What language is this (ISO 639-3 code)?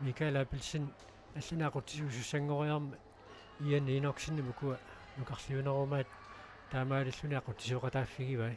kal